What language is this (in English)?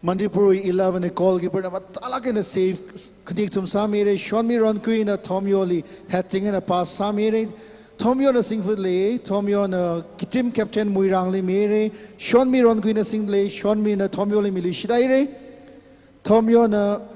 Tangkhul Naga (India)